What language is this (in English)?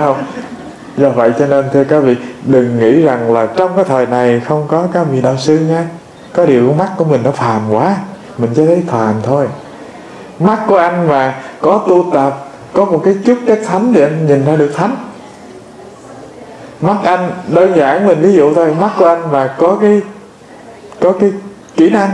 Vietnamese